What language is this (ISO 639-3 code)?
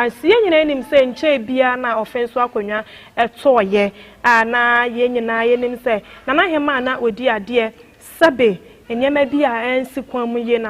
aka